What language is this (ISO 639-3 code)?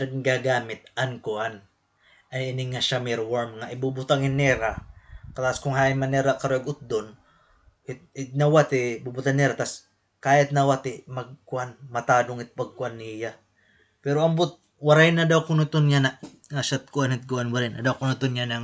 war